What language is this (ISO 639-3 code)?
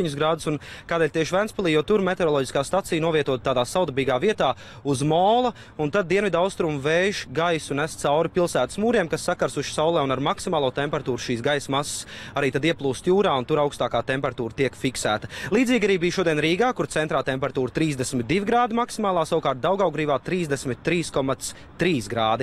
lav